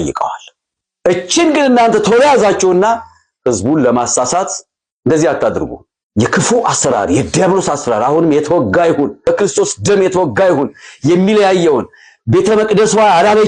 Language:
Amharic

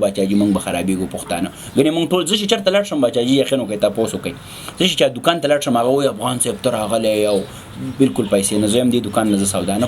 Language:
Pashto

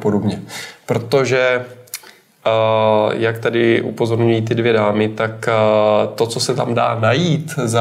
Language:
Czech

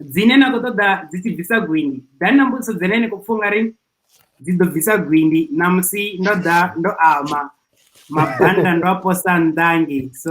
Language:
Venda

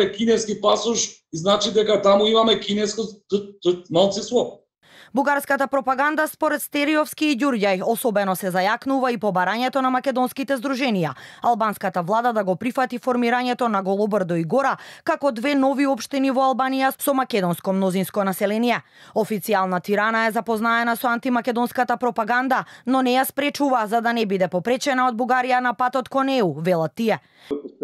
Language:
Macedonian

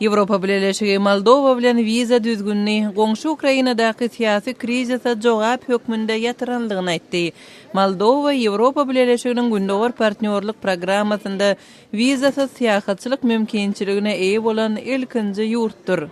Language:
Turkmen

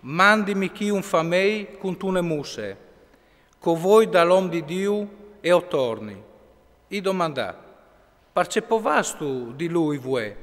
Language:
Friulian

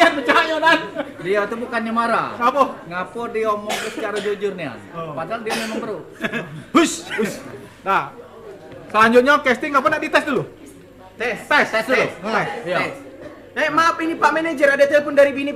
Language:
Musi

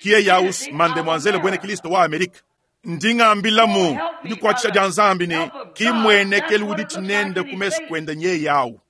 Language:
Luba-Lulua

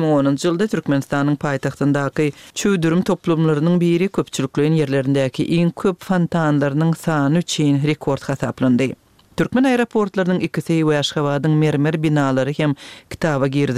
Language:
Turkmen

